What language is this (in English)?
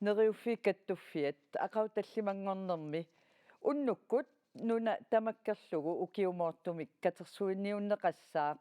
Kalaallisut